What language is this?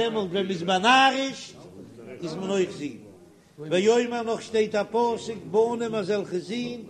Yiddish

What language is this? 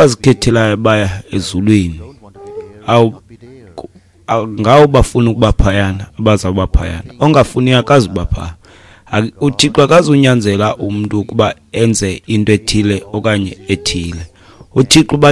Xhosa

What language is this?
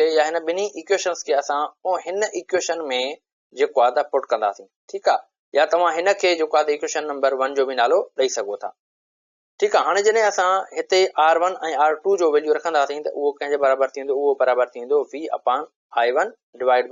Sindhi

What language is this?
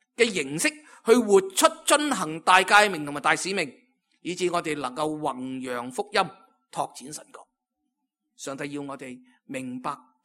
Cantonese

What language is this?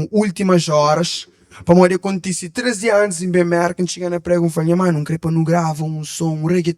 Kabuverdianu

